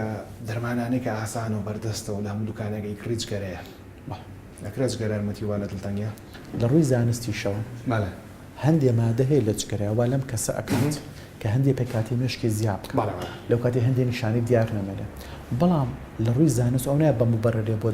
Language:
Central Kurdish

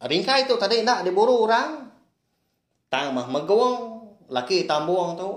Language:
Iban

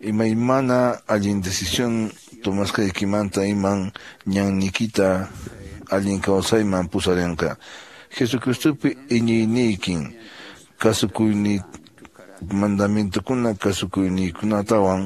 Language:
Quechua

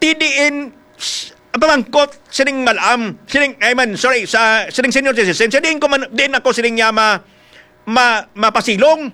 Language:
Hiligaynon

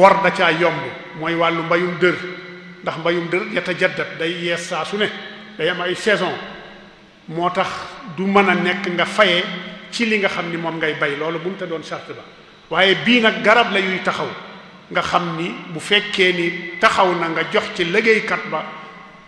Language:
Wolof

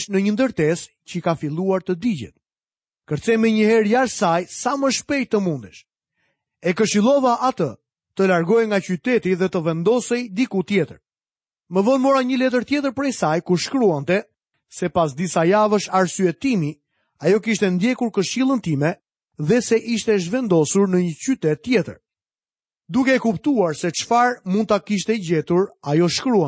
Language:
Albanian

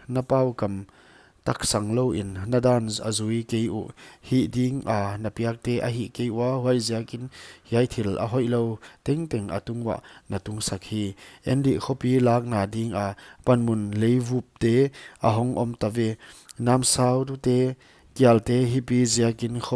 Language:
Paite Chin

